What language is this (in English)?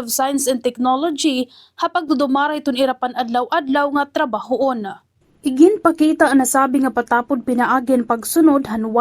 Waray